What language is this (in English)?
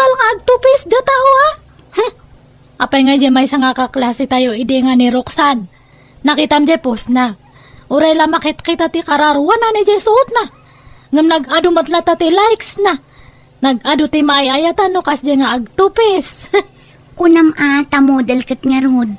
Iloko